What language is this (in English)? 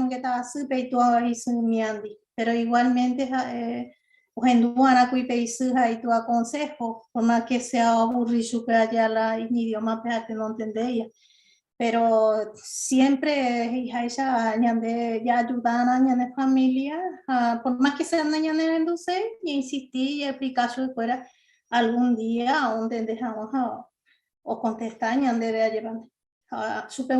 Guarani